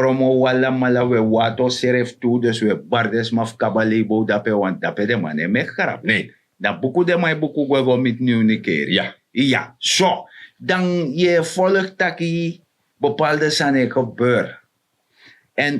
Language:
Sranan Tongo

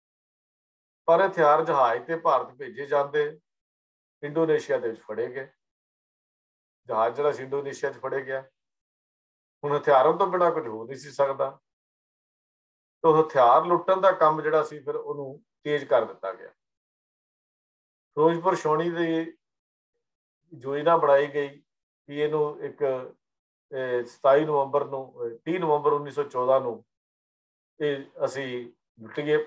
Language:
Punjabi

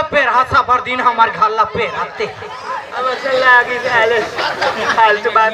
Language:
Chhattisgarhi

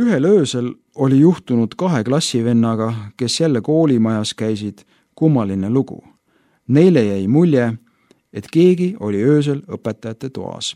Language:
Estonian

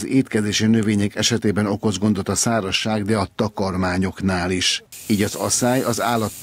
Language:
Hungarian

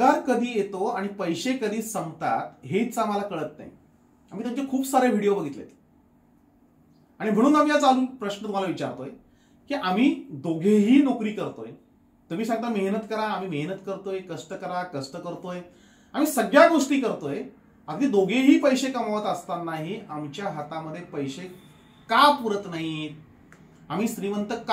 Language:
Marathi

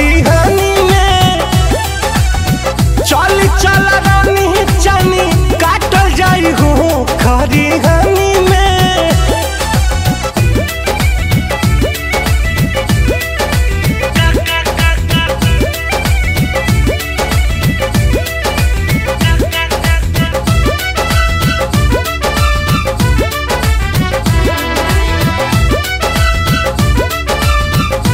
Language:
Bhojpuri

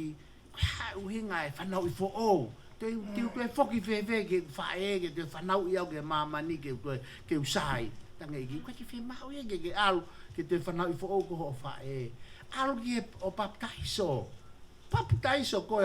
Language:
Tongan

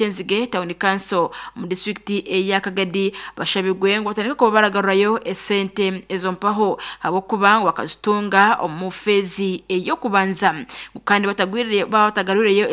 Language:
Nyankole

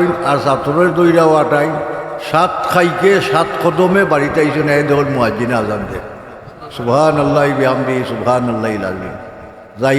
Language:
Sylheti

